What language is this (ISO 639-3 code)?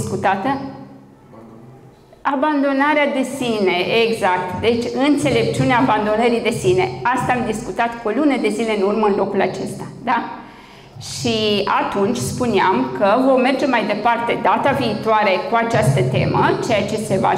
ron